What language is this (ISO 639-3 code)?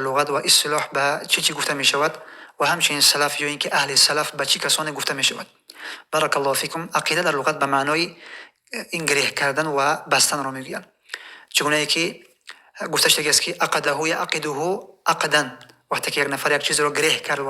tgk